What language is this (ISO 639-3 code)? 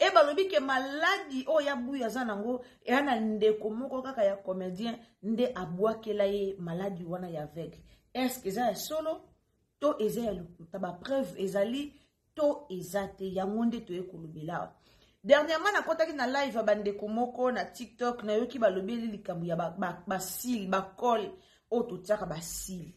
lin